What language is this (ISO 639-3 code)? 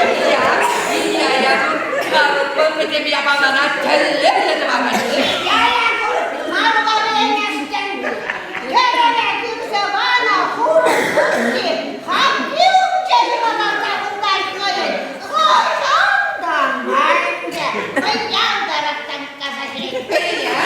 chv